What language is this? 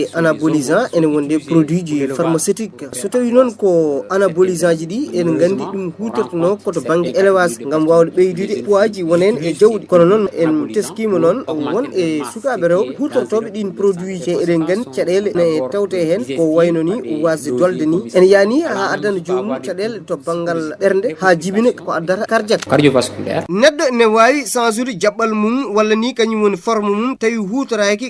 Fula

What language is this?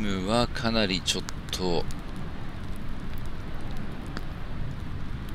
Japanese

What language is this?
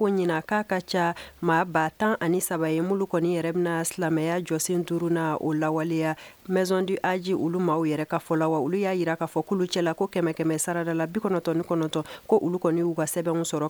Bambara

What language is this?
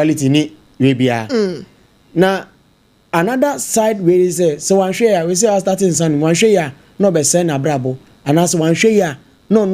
Akan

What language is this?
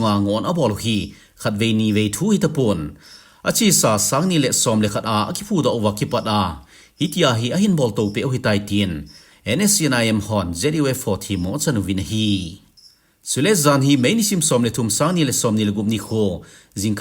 Thado Chin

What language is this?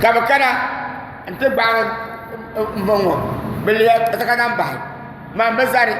Dagbani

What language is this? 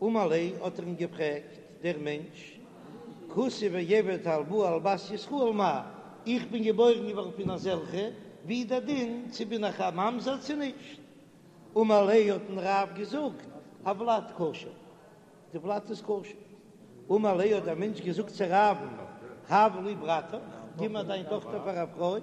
Yiddish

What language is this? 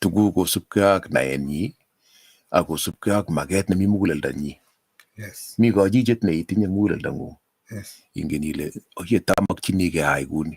Kalenjin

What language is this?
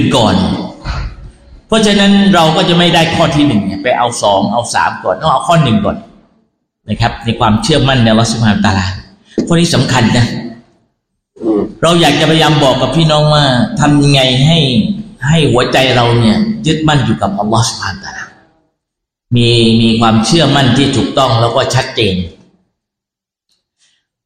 Thai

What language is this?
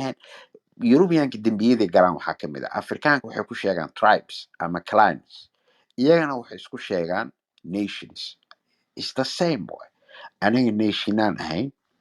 Somali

